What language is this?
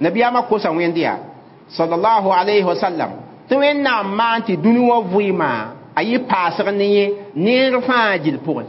Mossi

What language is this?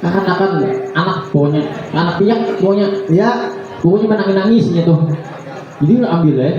Banjar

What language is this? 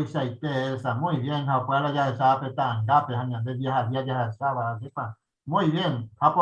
Guarani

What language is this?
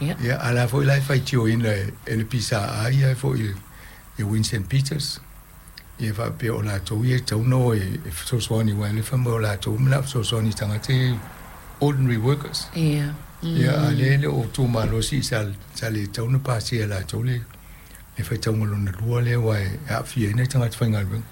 Samoan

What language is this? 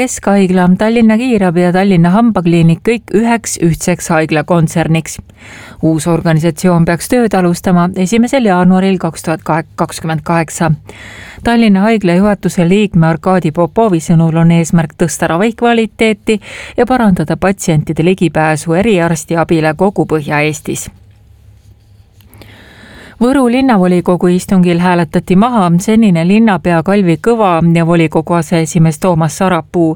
Estonian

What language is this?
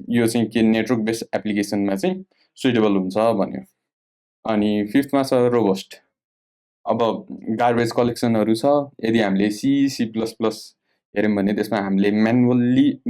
Nepali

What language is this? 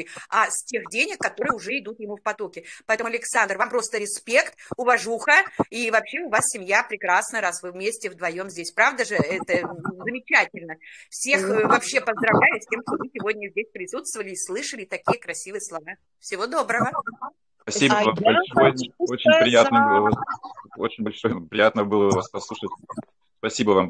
Russian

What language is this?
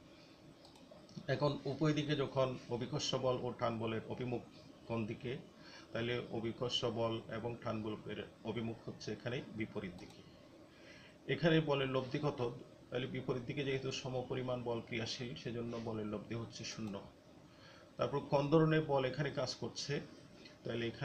Bangla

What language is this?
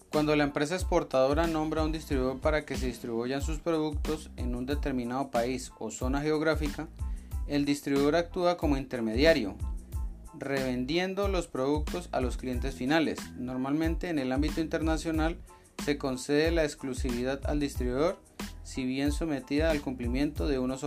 Spanish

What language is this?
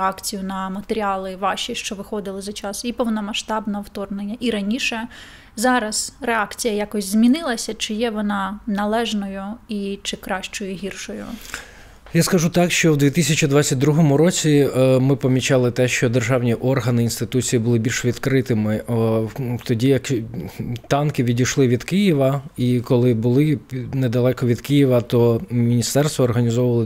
Ukrainian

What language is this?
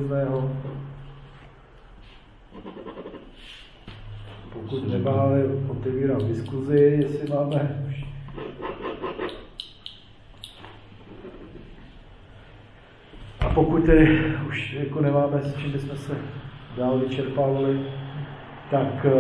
Czech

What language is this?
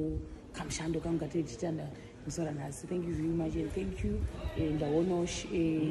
Shona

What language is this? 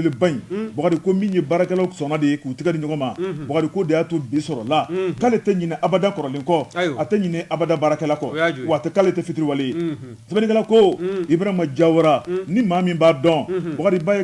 Bambara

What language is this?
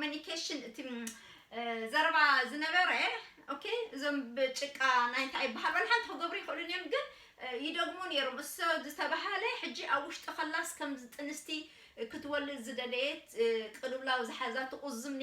Tigrinya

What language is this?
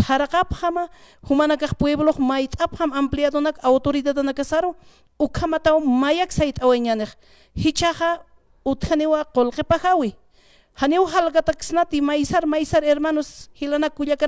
Aymara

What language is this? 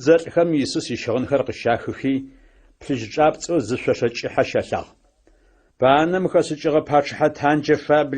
Adyghe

